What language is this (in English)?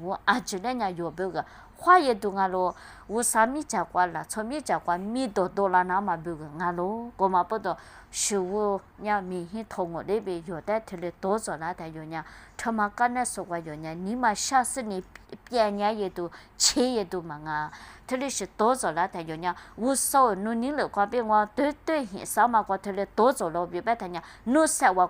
Lisu